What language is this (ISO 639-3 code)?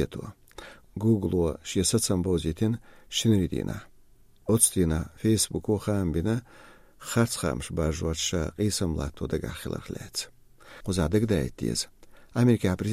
che